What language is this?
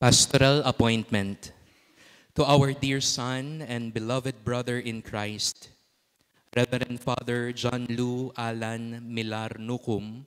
Pampanga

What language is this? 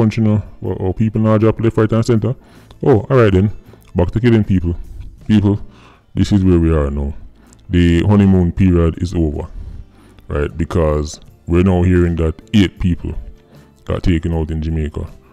Jamaican Creole English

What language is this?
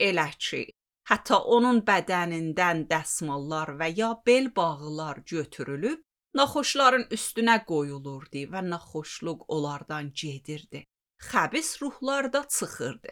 Azerbaijani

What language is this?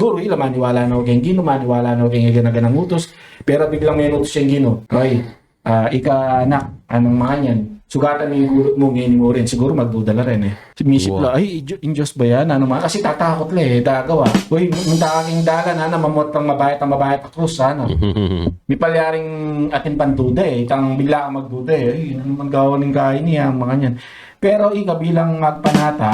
Pampanga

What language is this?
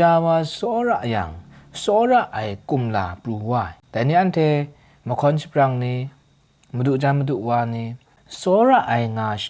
Kachin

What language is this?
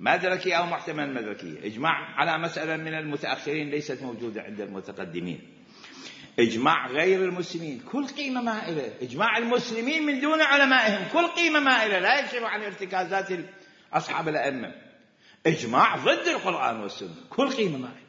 Mesopotamian Arabic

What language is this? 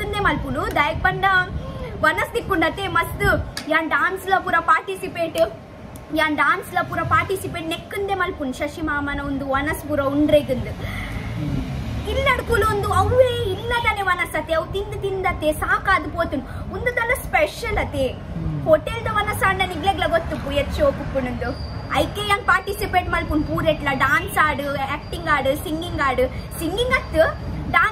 Tulu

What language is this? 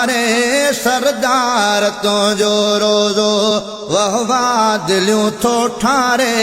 Sindhi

